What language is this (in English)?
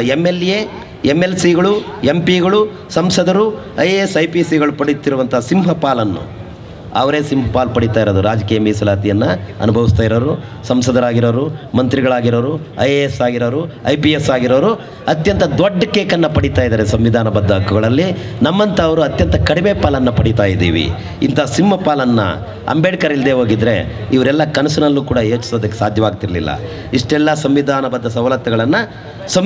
Kannada